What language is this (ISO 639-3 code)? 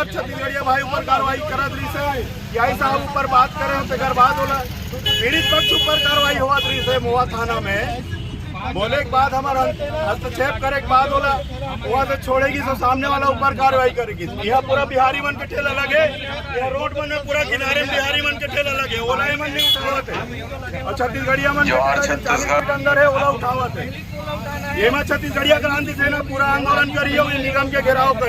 hne